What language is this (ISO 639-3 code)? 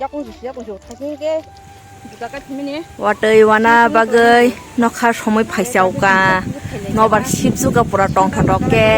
trp